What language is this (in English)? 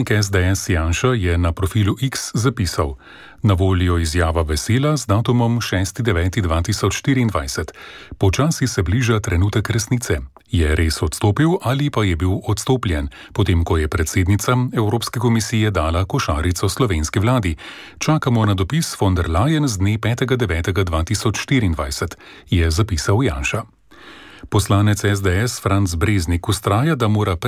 Slovenian